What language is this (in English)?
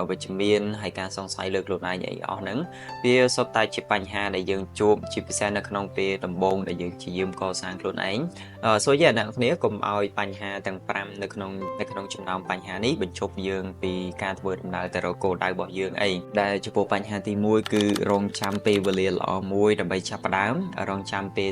Khmer